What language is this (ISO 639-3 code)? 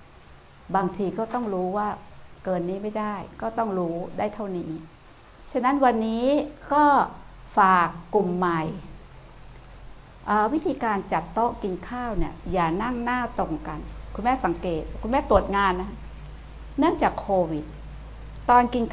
tha